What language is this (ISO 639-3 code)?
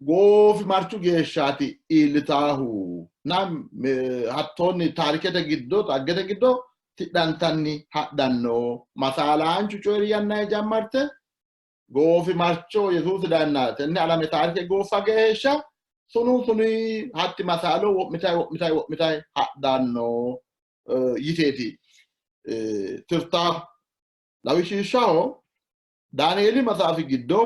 sid